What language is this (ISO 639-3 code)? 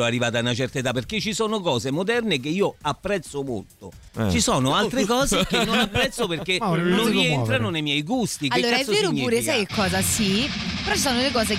ita